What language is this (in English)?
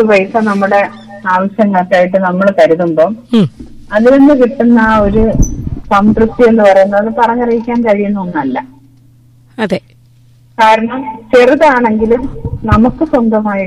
Malayalam